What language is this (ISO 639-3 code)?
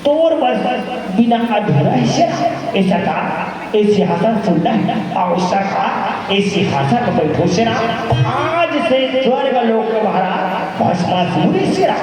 hne